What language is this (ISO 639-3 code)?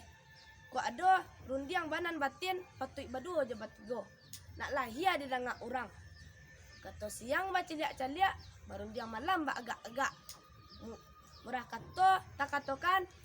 min